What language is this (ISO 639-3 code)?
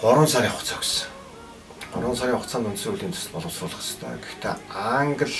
mon